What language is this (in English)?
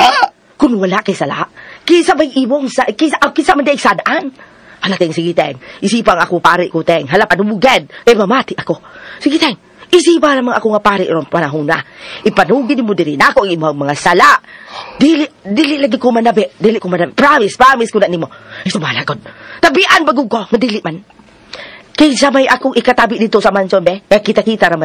Cebuano